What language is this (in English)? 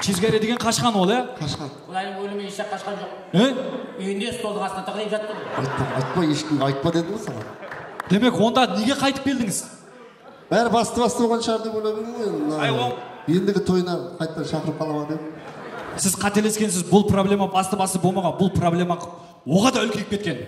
Kara-Kalpak